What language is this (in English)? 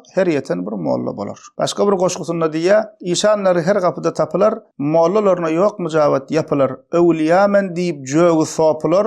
Turkmen